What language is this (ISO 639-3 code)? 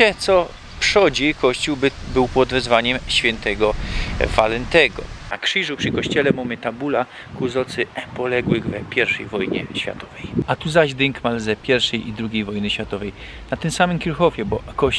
szl